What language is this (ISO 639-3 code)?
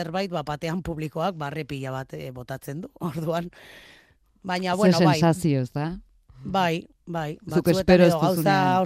eus